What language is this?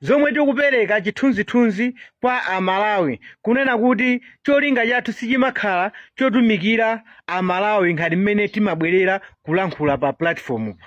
Nyanja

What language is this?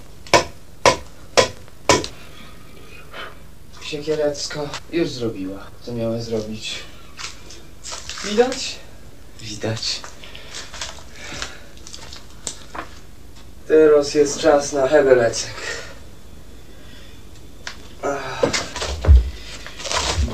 Polish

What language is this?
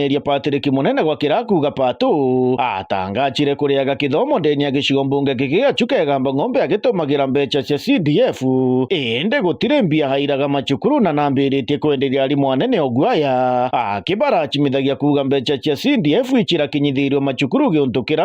Meru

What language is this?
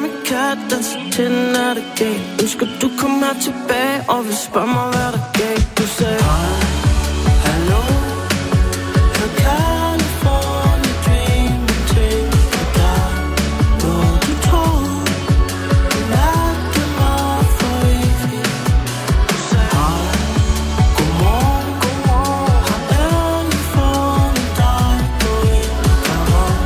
Danish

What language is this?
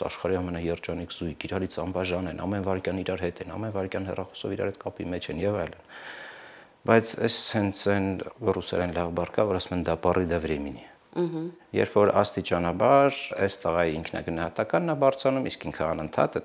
Armenian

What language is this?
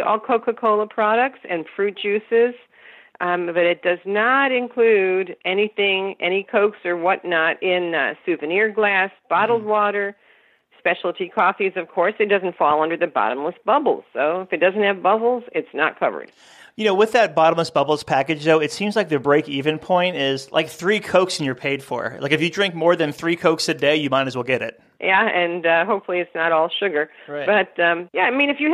English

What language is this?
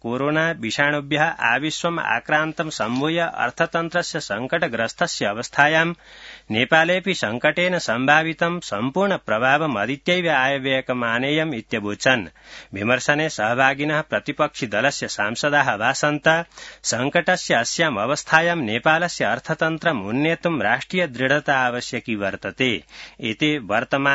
Sanskrit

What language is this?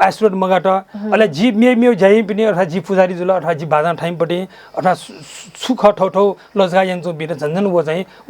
Newari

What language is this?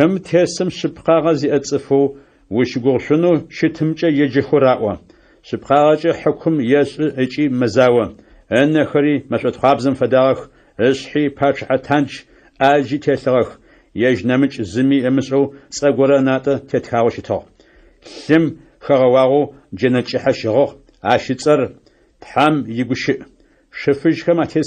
Adyghe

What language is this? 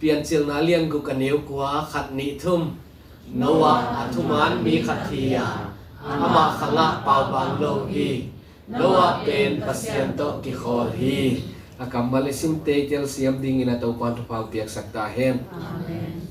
Tedim Chin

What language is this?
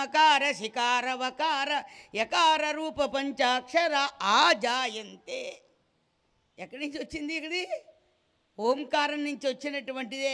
Telugu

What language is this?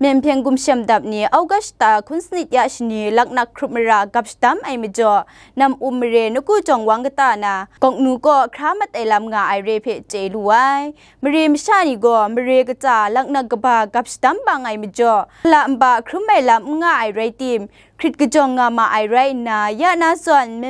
Kachin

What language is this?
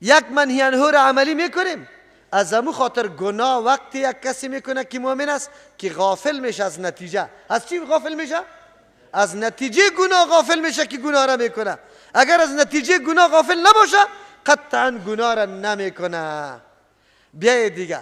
Persian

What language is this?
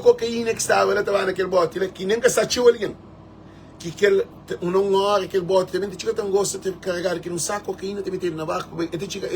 Kabuverdianu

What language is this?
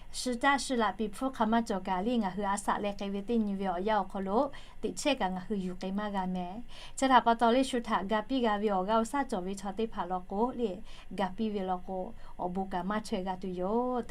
Lahu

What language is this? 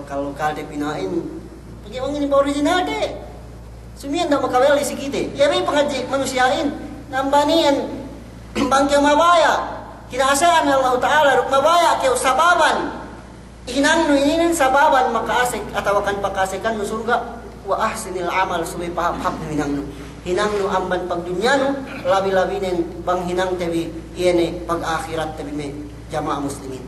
Yakan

